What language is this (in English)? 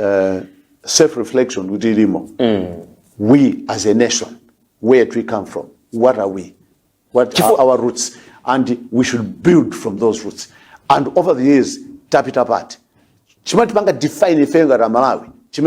Nyanja